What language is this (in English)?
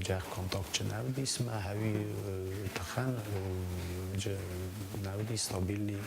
Ossetic